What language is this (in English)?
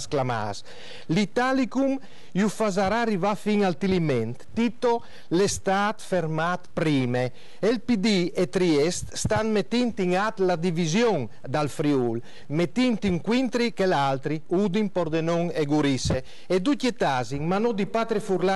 Friulian